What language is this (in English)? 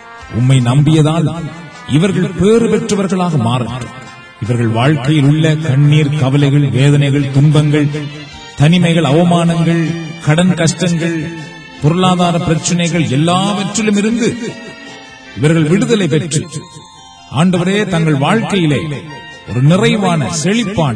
Tamil